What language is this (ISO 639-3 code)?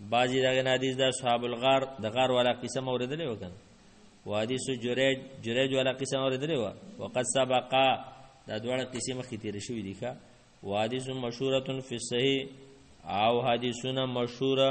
pus